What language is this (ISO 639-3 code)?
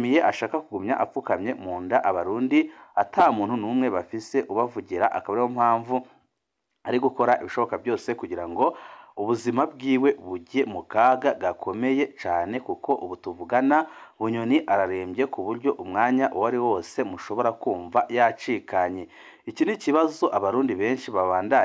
run